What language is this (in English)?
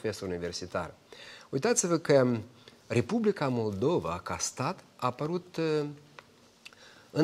Romanian